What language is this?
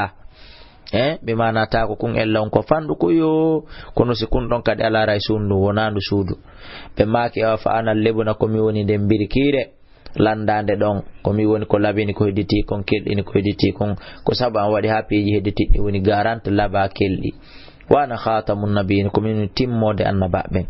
Fula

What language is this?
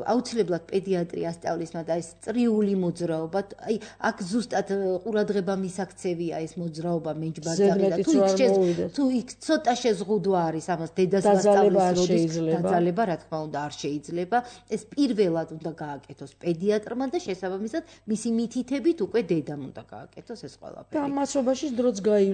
Georgian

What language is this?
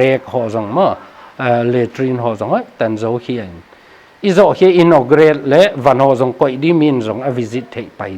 Paite Chin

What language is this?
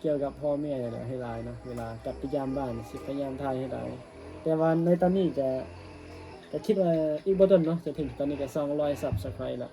Northeastern Thai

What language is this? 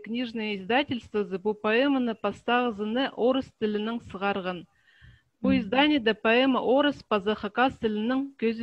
Khakas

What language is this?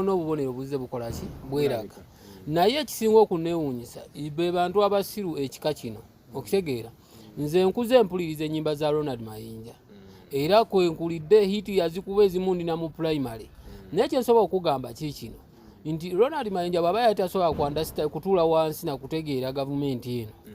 Ganda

